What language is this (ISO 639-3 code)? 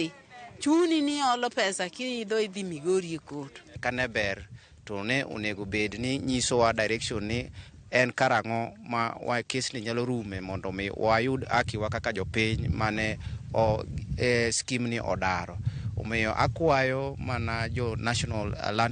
luo